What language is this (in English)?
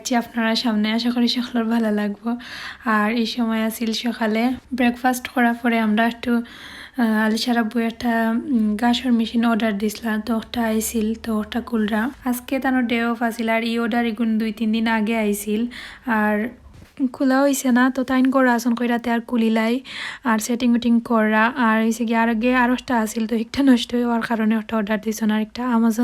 Sylheti